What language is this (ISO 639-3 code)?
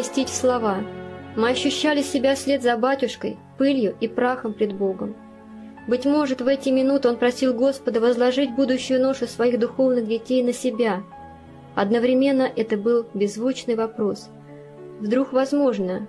rus